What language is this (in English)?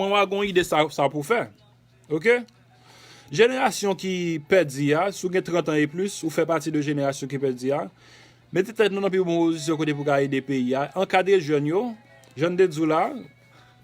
Haitian Creole